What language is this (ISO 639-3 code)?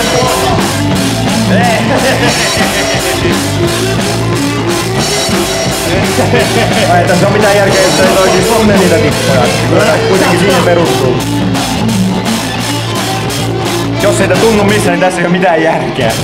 fin